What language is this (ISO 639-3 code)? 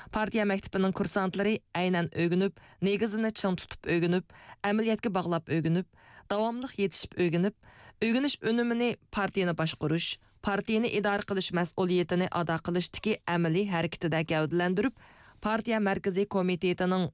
uig